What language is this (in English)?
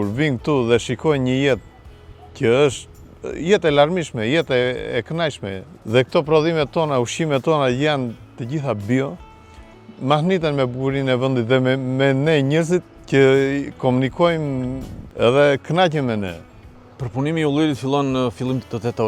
Albanian